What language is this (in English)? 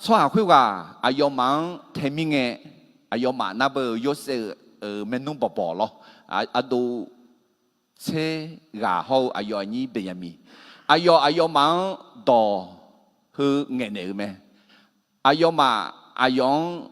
Akha